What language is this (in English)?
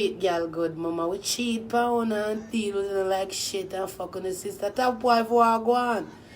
Jamaican Creole English